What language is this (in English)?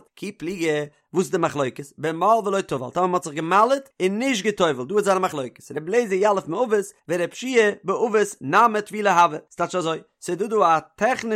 Yiddish